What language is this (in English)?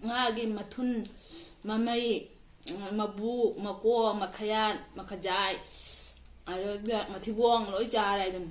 Manipuri